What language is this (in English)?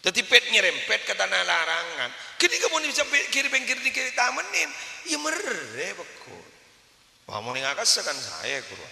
Madurese